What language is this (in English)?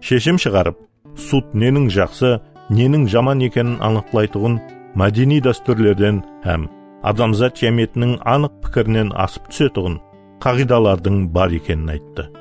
Kara-Kalpak